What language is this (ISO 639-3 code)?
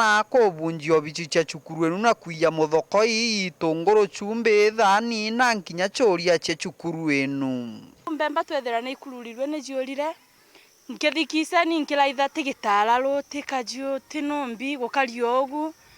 mer